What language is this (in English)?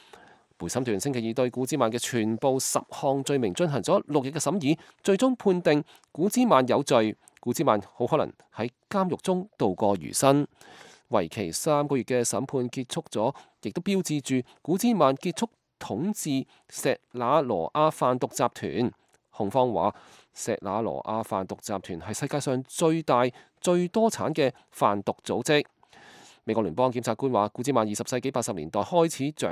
Cantonese